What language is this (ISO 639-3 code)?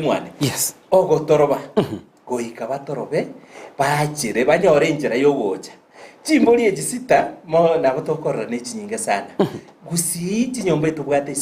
guz